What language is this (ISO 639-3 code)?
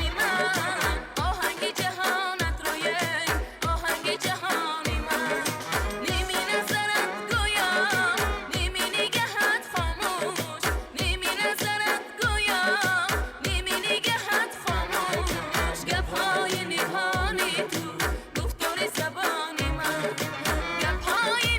tgk